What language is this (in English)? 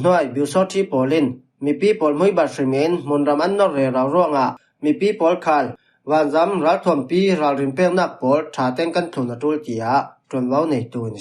Falam Chin